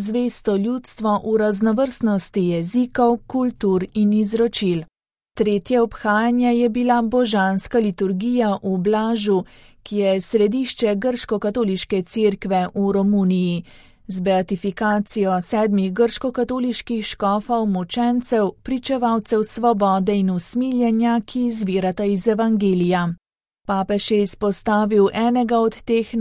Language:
Slovenian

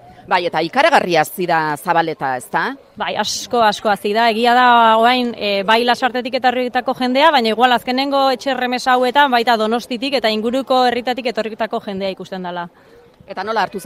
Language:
Basque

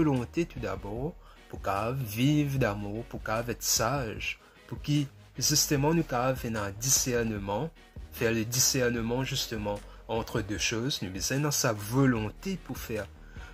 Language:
Morisyen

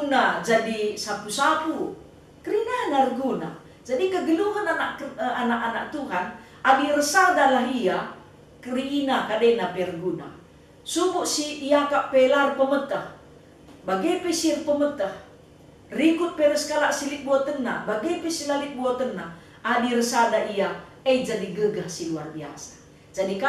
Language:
Batak Karo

